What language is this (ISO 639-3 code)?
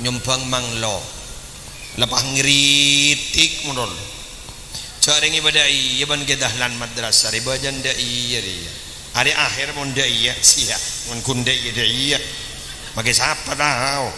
mad